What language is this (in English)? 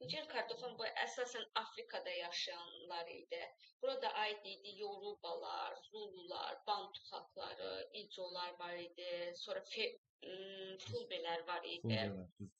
Azerbaijani